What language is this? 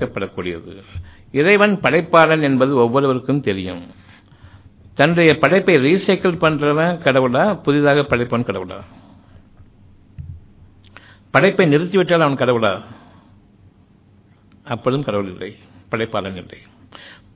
Tamil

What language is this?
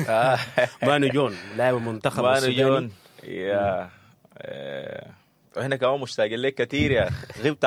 Sudanese Arabic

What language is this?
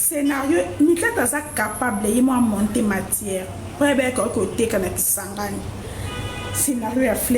Lingala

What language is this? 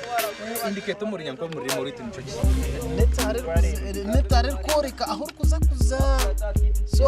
Nyankole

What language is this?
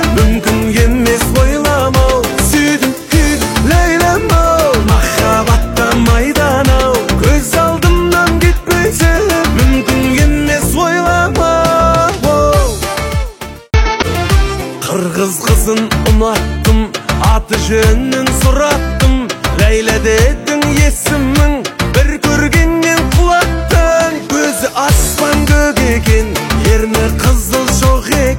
Kazakh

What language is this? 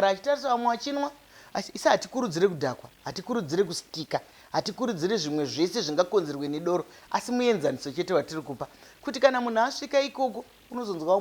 Shona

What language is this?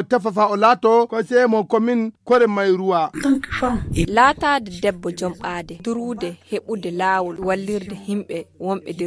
Fula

